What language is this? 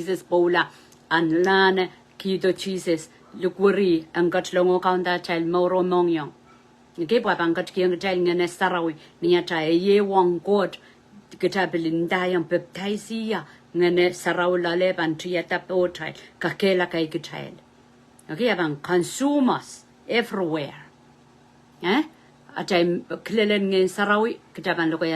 Pohnpeian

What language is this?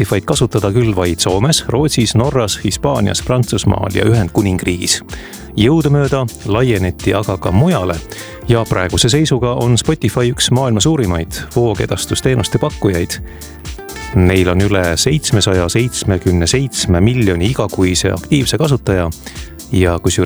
Estonian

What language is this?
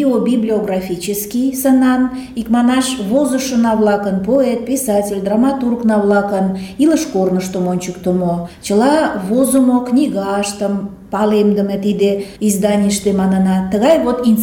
Mari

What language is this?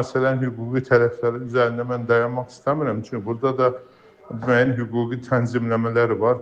Azerbaijani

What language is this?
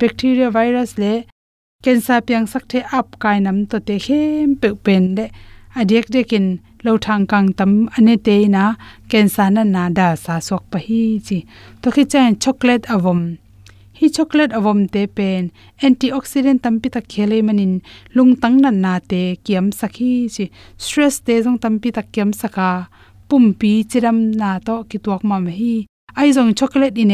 Tedim Chin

